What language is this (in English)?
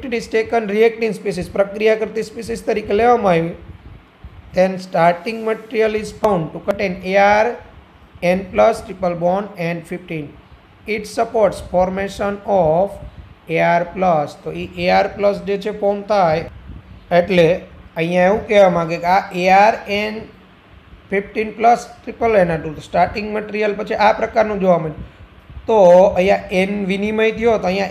Gujarati